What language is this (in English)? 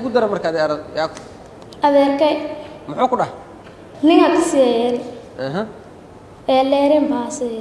Somali